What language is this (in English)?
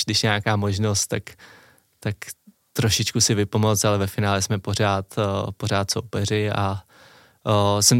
Czech